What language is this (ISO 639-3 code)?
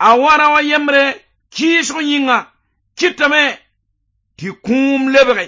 mos